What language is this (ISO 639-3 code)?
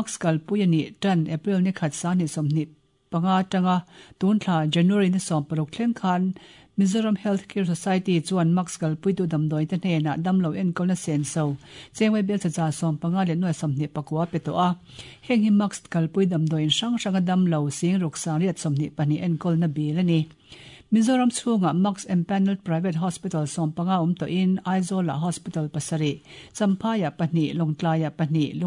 lus